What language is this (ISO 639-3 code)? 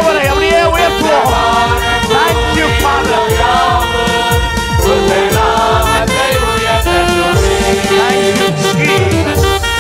tam